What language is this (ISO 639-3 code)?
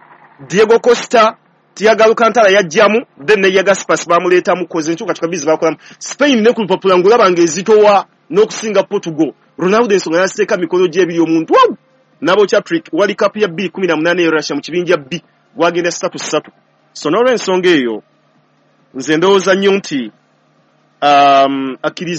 lug